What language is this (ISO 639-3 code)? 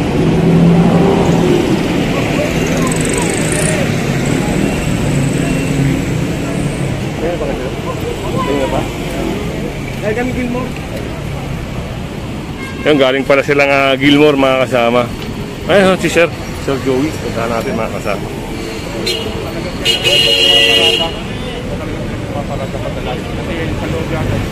fil